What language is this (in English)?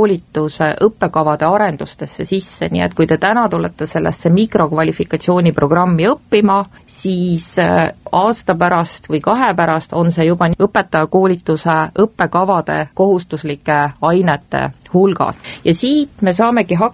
Estonian